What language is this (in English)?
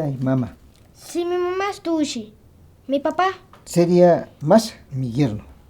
Imbabura Highland Quichua